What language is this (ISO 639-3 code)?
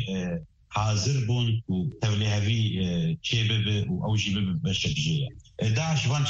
kur